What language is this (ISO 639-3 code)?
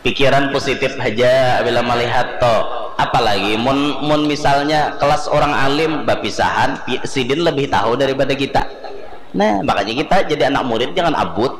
bjn